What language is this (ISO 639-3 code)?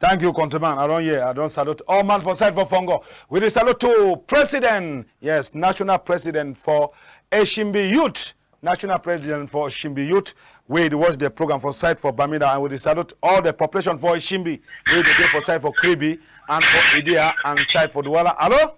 wes